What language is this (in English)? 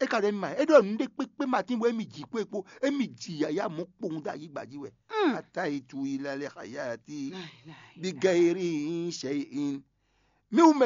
Fon